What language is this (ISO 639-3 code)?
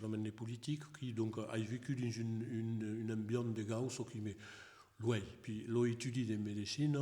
oci